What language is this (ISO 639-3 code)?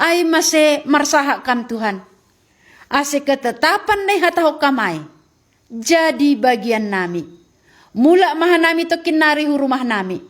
bts